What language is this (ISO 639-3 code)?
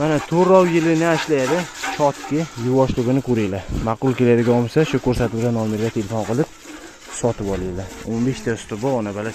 uzb